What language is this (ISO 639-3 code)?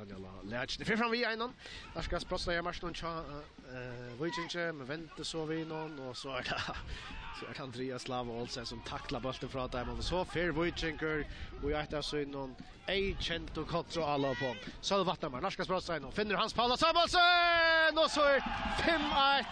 fao